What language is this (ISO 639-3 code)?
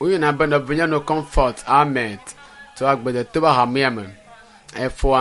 ewe